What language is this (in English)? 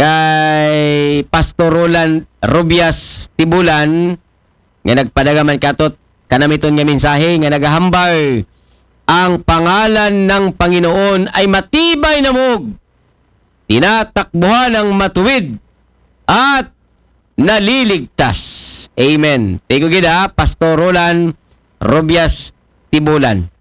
Aklanon